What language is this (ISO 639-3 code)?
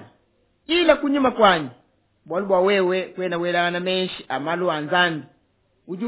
lua